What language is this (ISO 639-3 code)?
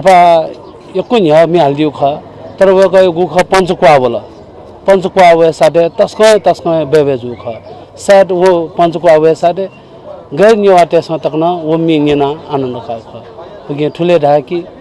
new